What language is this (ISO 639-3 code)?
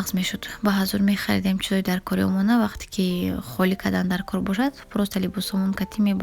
tgk